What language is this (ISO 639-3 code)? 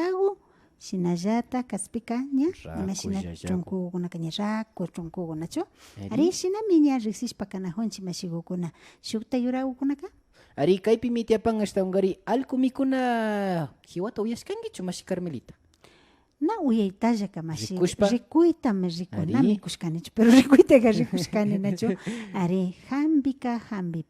qvi